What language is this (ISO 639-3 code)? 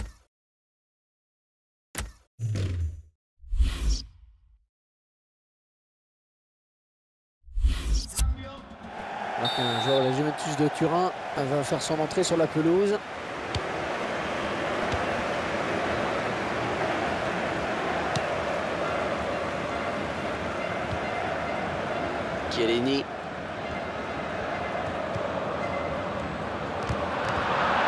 fra